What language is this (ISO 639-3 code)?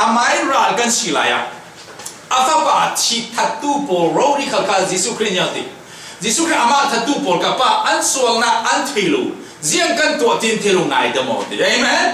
cfm